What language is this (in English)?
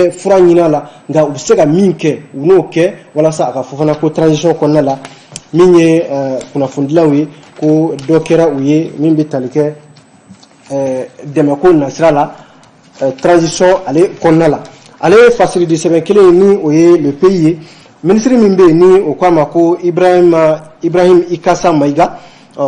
Bambara